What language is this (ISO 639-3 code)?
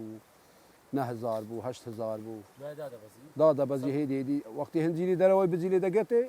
kur